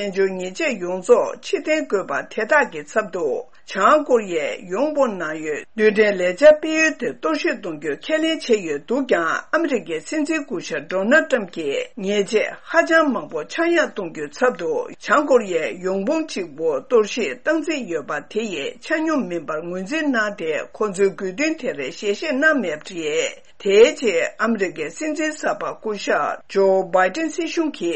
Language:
Tibetan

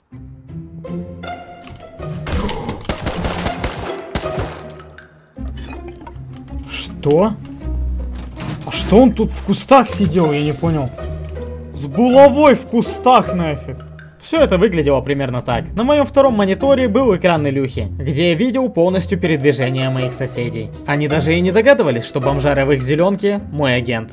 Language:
Russian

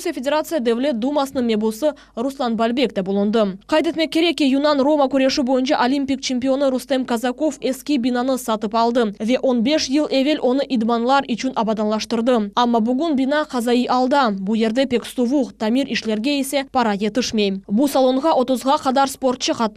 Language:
Crimean Tatar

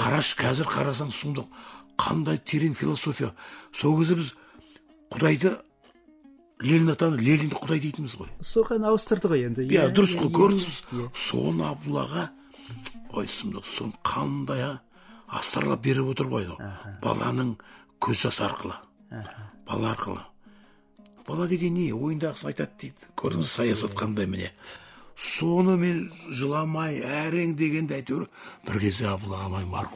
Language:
Kazakh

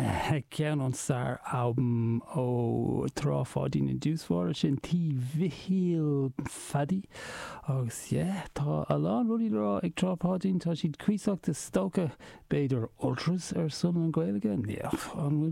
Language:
Irish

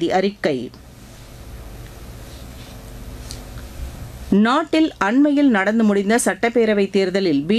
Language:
Tamil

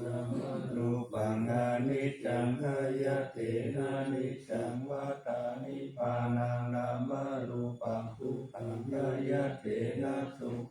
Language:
Pali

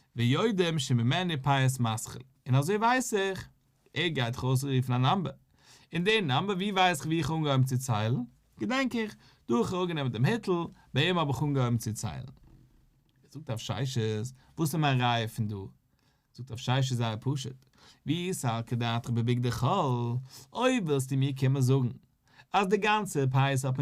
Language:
Yiddish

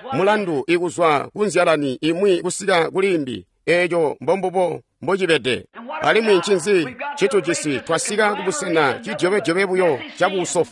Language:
Tonga (Zambia)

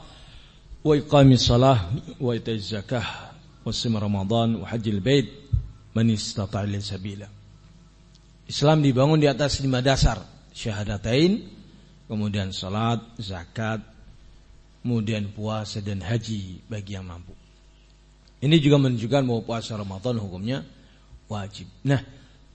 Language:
Indonesian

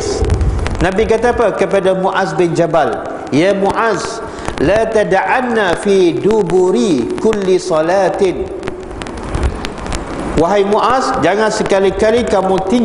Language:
Malay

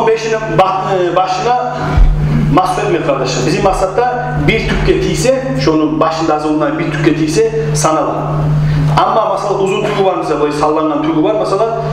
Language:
Kumyk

